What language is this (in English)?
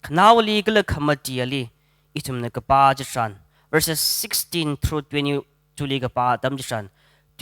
Tangkhul Naga (India)